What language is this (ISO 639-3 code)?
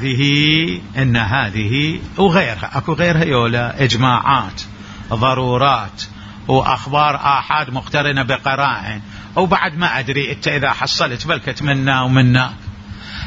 acm